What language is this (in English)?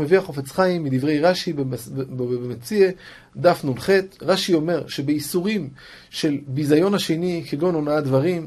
Hebrew